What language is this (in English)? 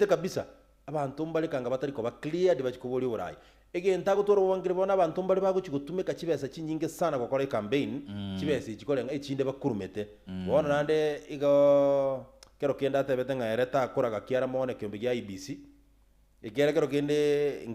Gusii